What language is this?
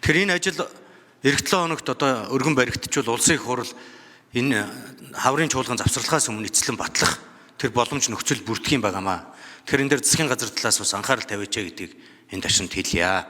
Mongolian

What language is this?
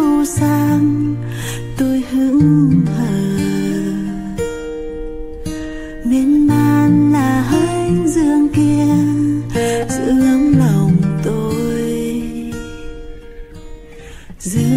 Vietnamese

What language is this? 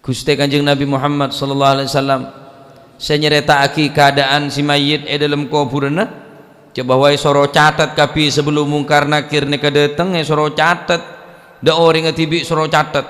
Madurese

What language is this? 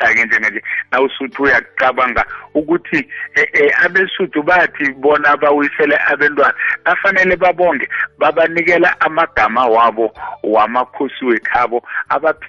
South Ndebele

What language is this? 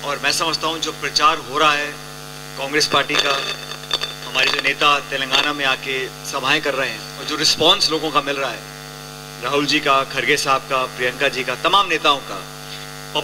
Hindi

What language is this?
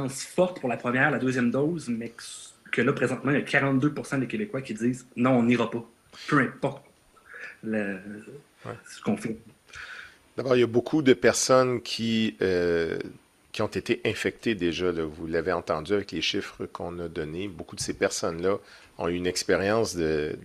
French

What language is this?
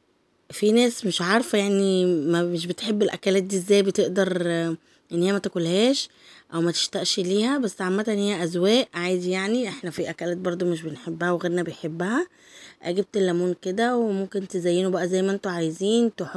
Egyptian Arabic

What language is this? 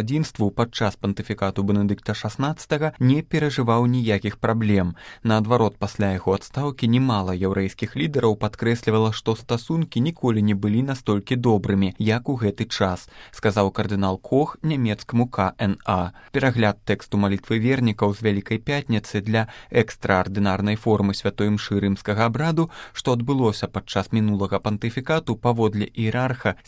Belarusian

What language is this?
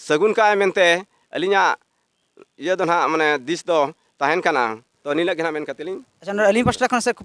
Santali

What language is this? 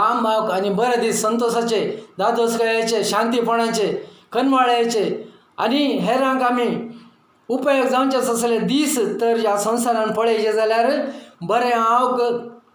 Konkani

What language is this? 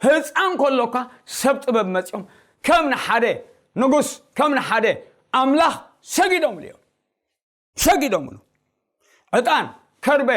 Tigrinya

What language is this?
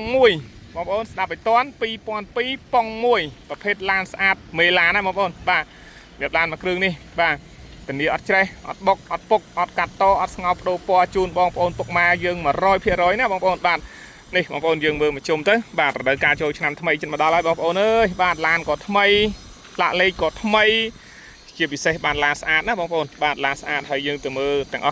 Khmer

